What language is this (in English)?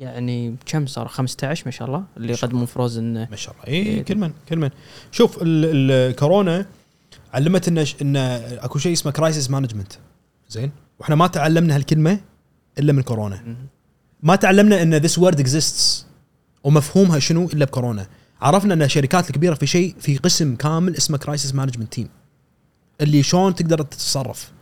Gulf Arabic